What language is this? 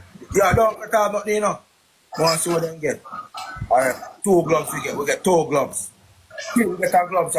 Jamaican Creole English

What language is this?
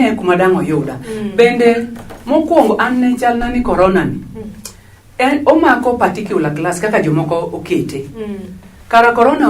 Luo (Kenya and Tanzania)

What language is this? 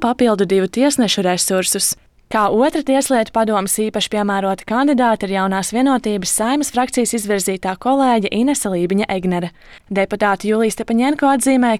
Latvian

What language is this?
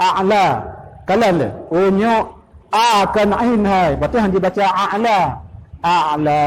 Achinese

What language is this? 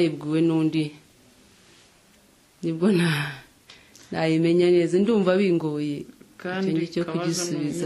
Kinyarwanda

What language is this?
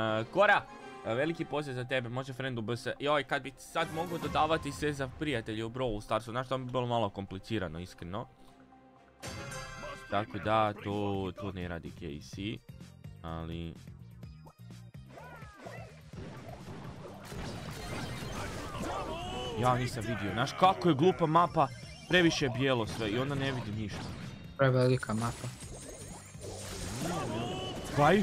Croatian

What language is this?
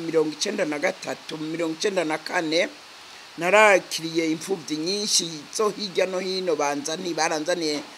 Rundi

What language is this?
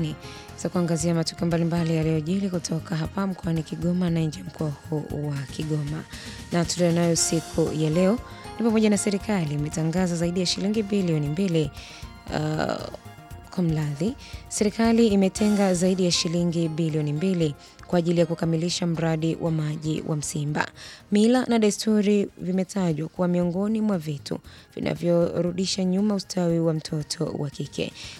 Swahili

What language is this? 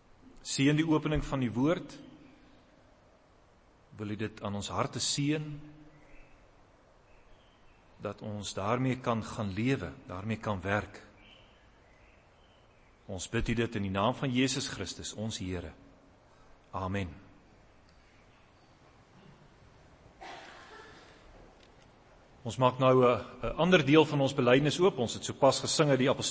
Afrikaans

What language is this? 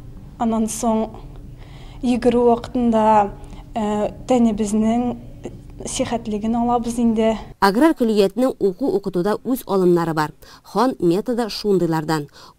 Tatar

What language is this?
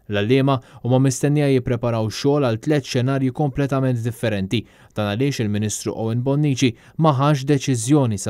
Maltese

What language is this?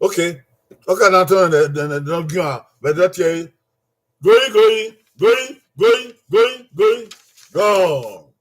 Bini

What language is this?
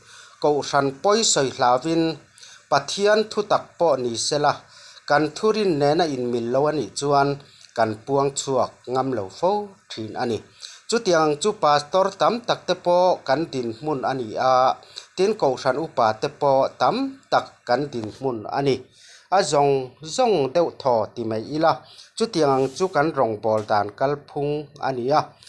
Mizo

